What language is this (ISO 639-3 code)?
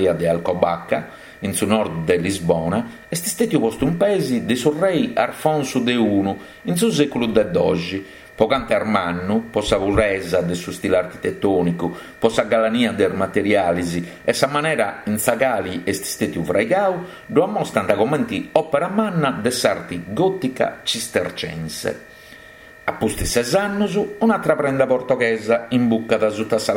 srd